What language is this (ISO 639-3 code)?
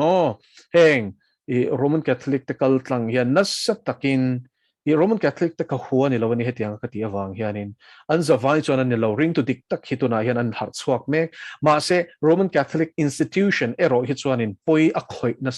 lus